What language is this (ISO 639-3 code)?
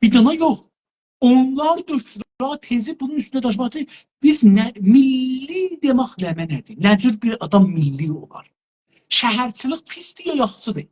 azb